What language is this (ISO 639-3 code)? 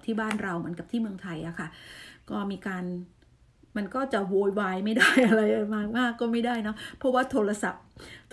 tha